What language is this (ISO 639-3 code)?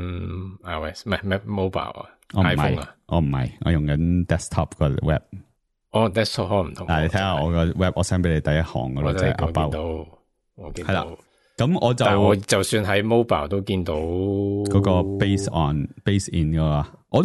yue